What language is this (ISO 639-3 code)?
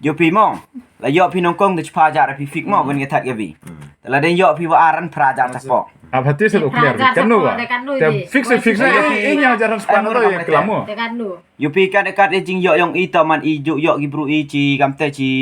kha